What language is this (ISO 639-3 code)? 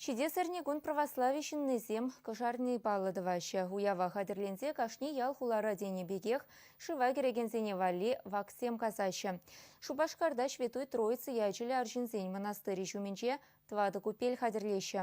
chv